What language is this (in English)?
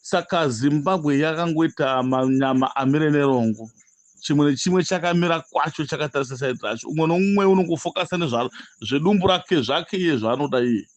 Shona